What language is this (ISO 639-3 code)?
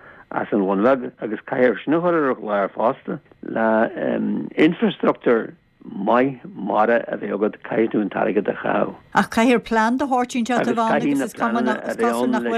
gle